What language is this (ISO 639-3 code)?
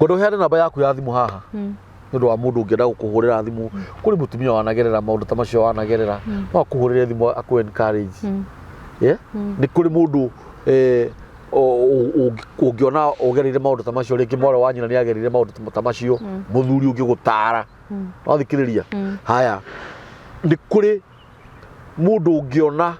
kik